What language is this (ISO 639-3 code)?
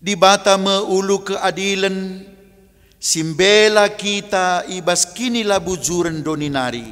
btx